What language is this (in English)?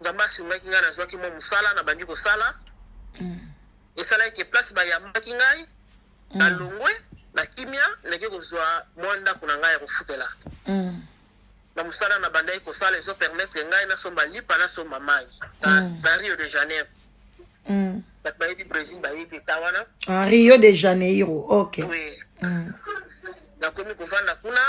Lingala